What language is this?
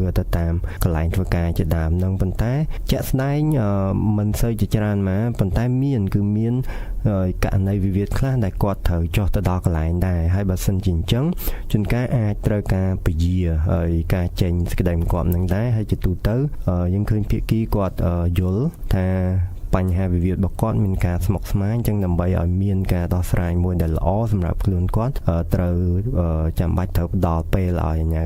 Khmer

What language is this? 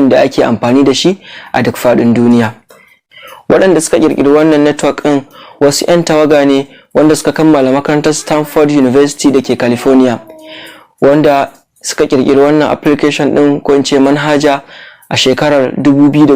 Hausa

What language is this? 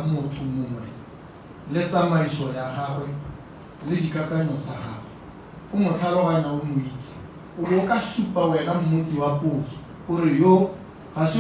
Tswana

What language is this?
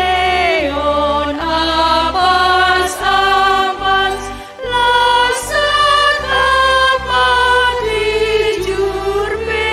Batak Simalungun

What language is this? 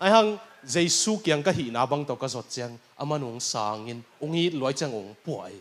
Tedim Chin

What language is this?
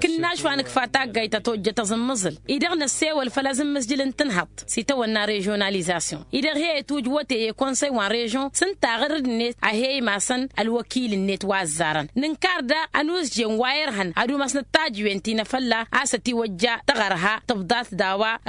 Tamasheq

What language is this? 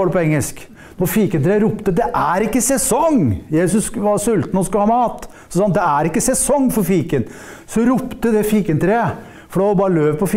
Norwegian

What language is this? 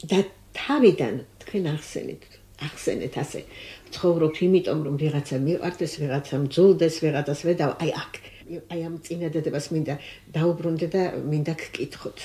Georgian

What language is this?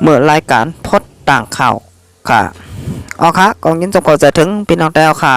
Shan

